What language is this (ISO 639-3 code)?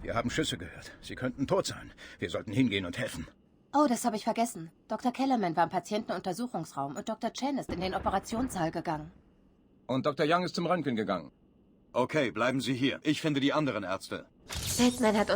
bar